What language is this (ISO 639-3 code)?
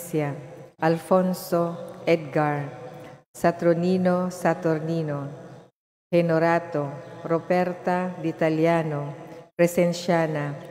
ceb